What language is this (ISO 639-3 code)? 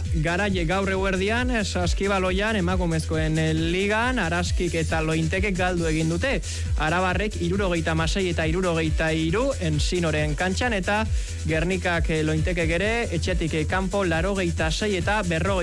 eus